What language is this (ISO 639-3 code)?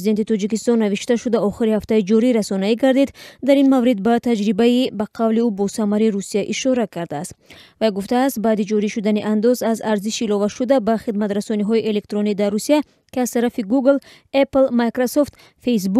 tgk